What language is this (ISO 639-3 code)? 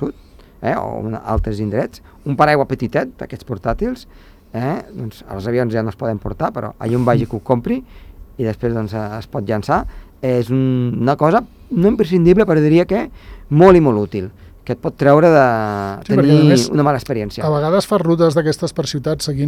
cat